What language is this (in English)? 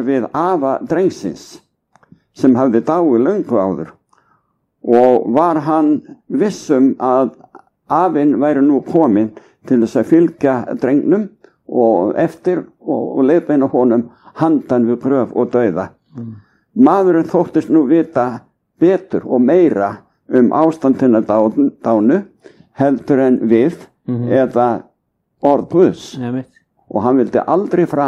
Icelandic